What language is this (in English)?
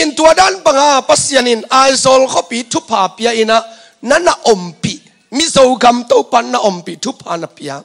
Tedim Chin